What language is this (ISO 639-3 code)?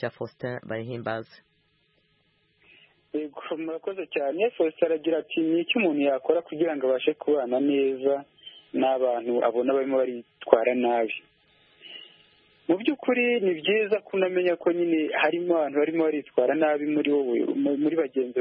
kin